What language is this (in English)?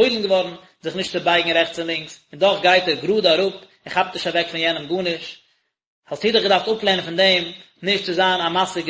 Yiddish